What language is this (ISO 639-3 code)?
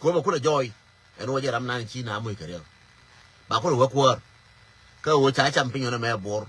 nus